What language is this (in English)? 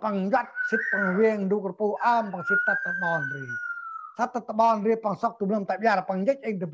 Central Mnong